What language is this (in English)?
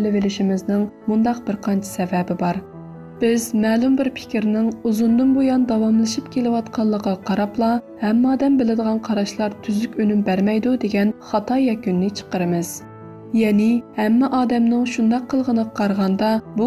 Uyghur